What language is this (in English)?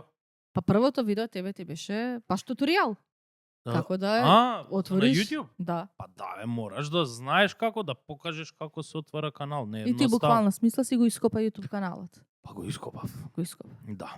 Macedonian